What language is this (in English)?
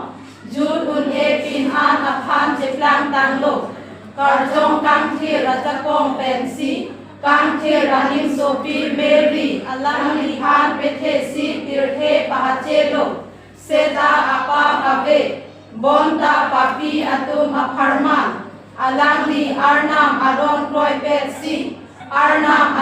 Karbi